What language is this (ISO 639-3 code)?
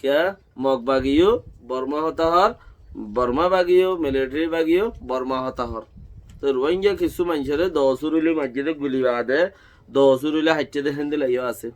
rhg